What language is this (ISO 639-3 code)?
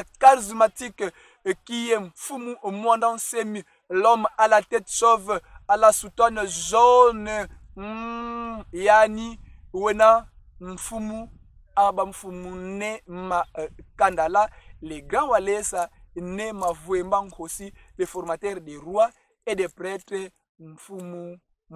kon